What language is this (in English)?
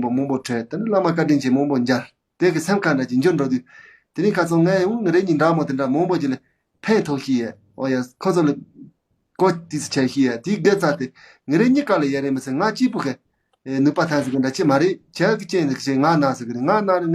Tibetan